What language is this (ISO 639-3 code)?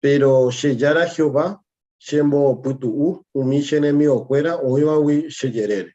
grn